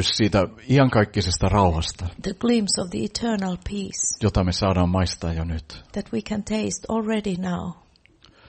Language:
Finnish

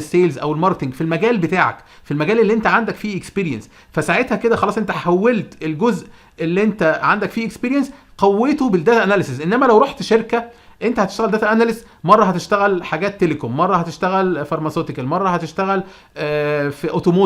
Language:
Egyptian Arabic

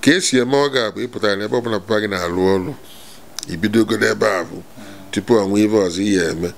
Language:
Igbo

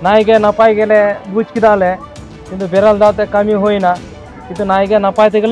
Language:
Santali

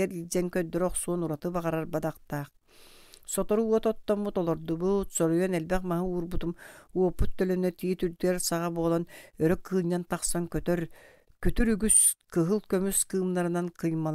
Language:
Yakut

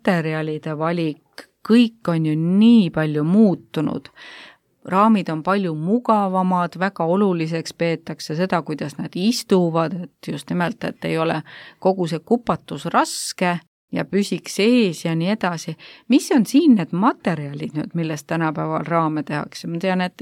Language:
Estonian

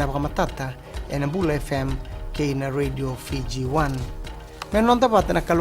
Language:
Fijian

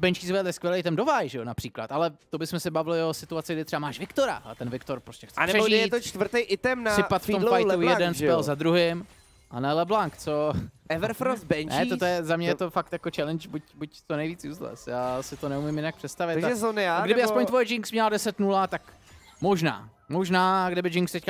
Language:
Czech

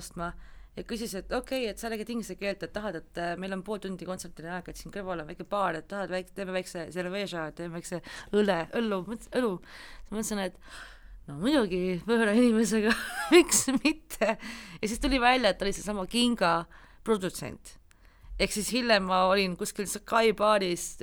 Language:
Estonian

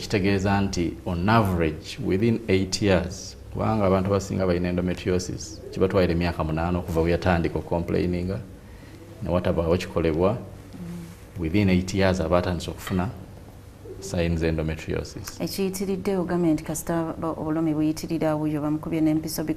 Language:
Ganda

